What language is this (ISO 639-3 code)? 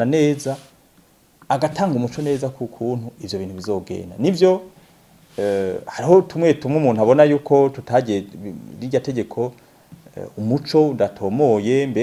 run